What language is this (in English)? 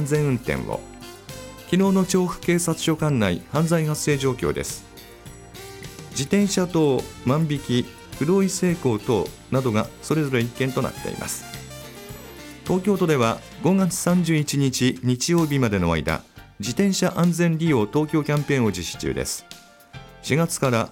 Japanese